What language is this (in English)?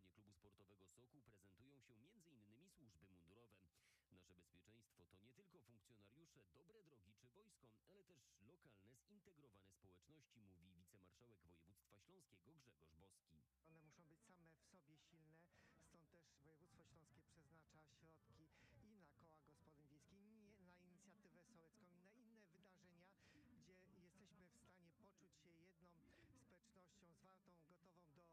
Polish